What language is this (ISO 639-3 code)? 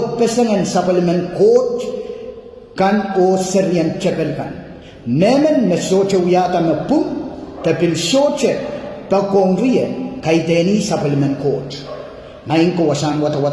pon